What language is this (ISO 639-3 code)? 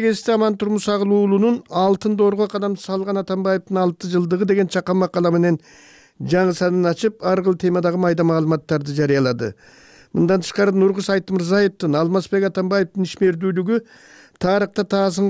kir